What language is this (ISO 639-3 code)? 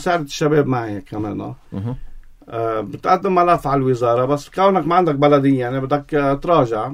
apc